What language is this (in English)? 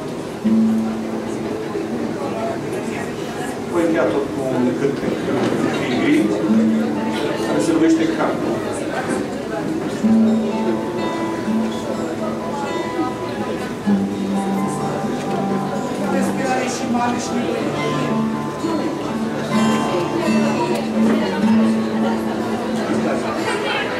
Romanian